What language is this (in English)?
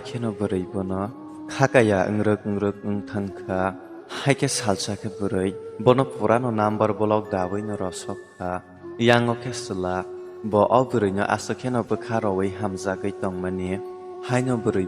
Kok Borok